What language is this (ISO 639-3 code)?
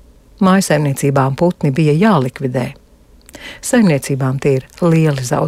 lav